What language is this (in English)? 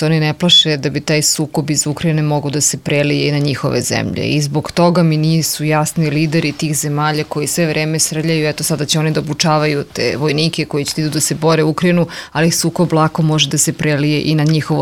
Serbian